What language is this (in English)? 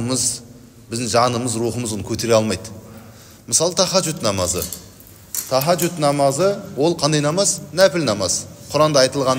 Kazakh